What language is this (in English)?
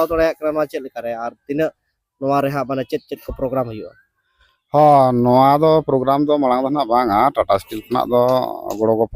Santali